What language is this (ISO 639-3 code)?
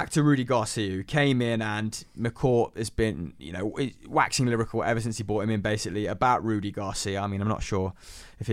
eng